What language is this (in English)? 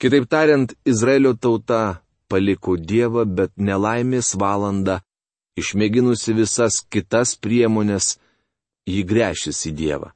Lithuanian